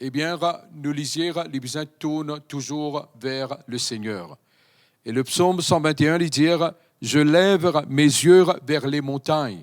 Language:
Morisyen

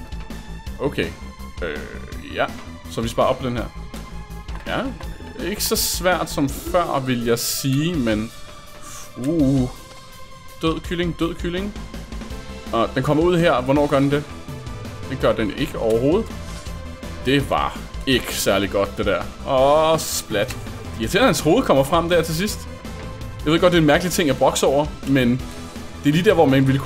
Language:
Danish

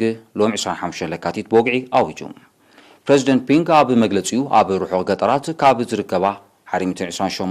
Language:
Tigrinya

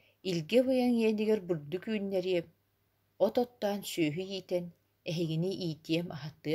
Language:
Yakut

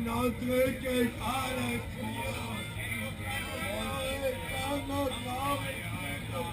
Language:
Bavarian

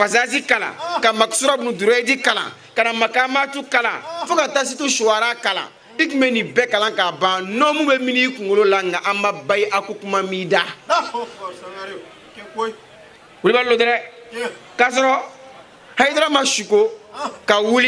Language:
Bambara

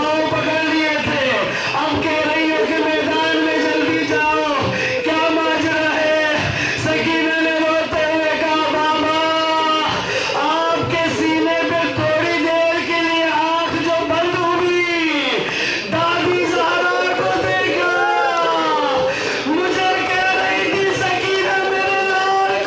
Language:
Urdu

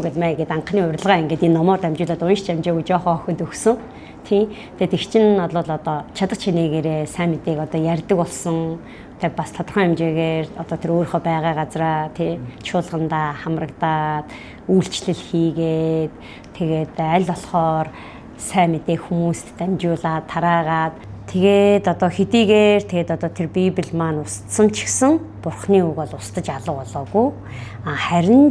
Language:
Mongolian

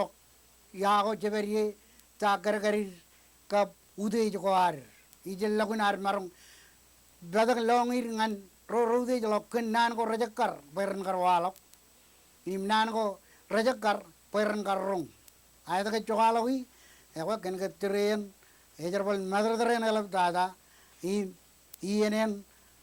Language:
Marshallese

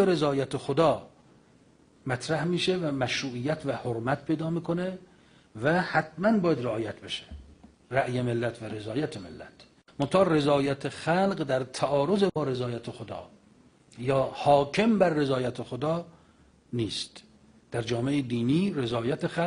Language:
Persian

